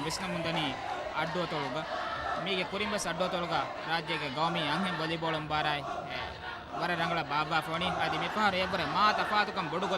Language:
Divehi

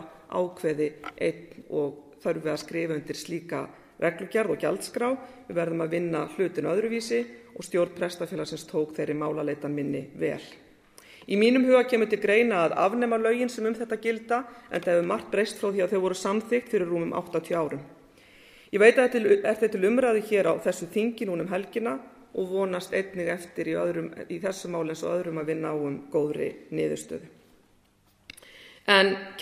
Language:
Icelandic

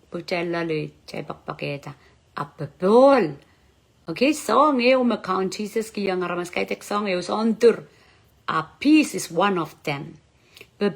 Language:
Pohnpeian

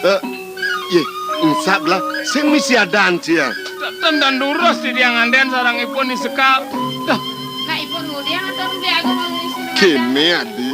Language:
Balinese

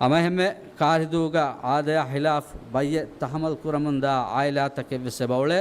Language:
Divehi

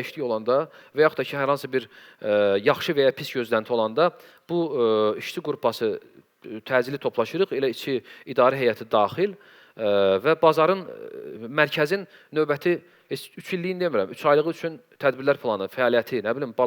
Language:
Azerbaijani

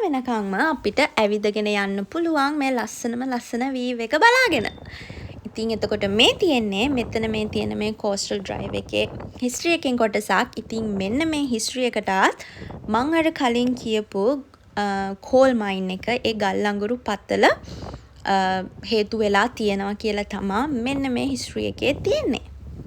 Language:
Sinhala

